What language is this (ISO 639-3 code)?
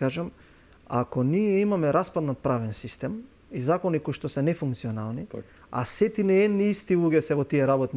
mkd